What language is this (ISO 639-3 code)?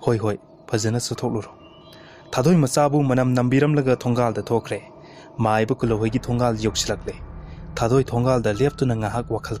mni